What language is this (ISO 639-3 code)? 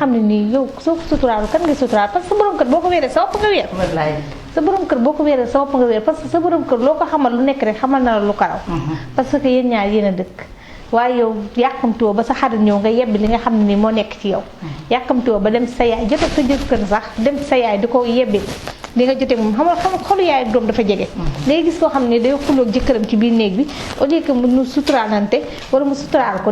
wol